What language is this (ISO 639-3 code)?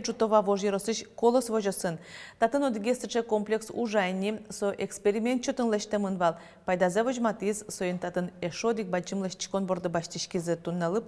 udm